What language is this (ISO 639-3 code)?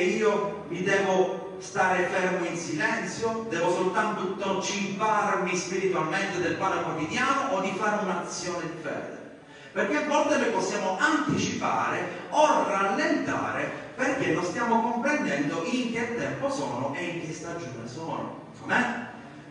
ita